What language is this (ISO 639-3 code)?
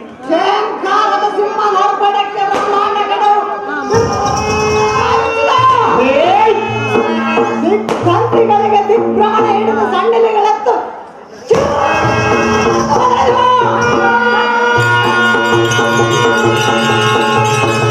kan